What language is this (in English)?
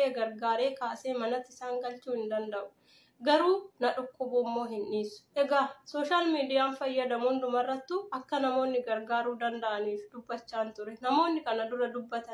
Oromo